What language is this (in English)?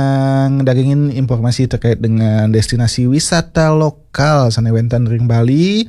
Balinese